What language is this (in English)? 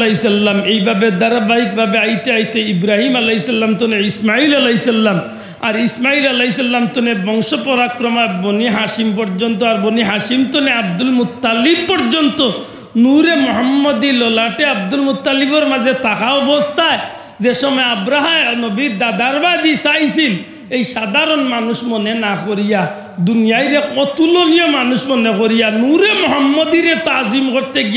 Sylheti